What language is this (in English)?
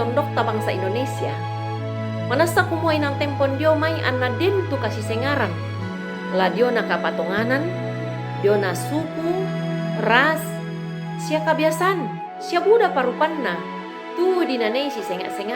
Toraja-Sa'dan